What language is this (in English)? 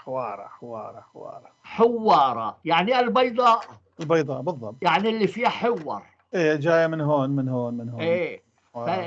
North Levantine Arabic